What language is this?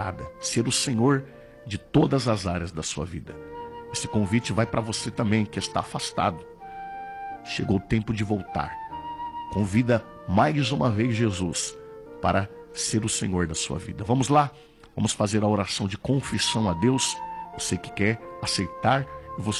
Portuguese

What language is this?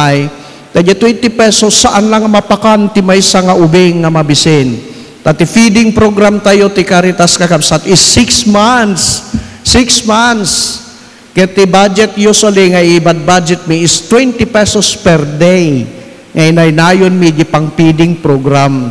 Iloko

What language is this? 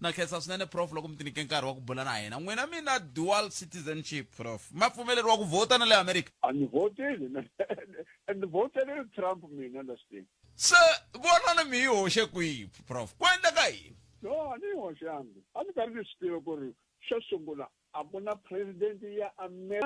Tsonga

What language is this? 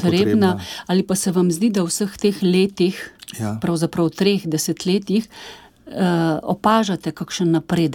Slovenian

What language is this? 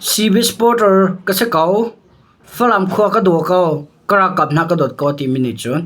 Hakha Chin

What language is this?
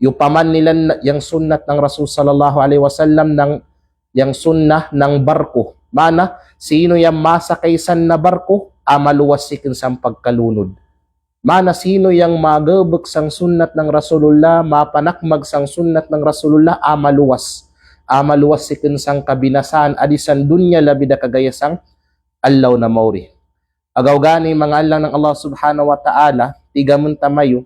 Kalagan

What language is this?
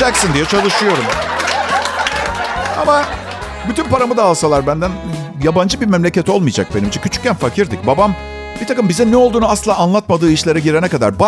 Turkish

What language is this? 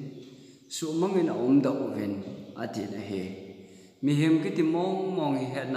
Thado Chin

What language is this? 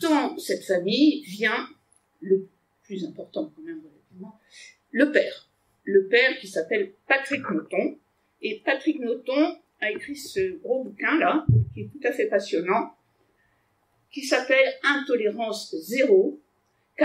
French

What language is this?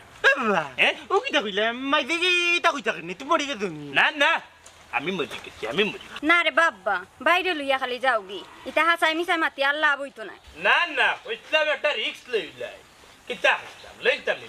Sylheti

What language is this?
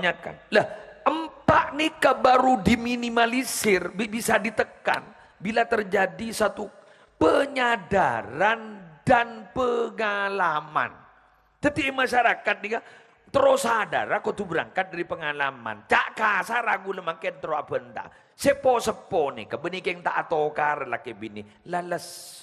Madurese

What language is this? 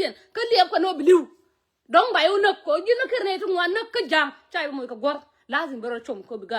Nuer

